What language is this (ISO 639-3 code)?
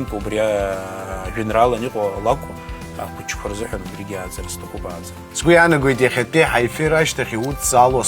abk